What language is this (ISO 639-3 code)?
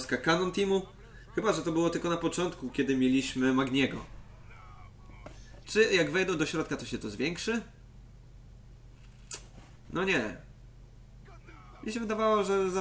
pol